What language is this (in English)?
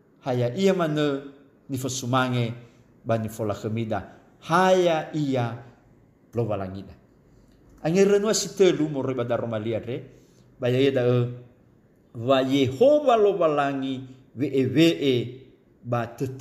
Nias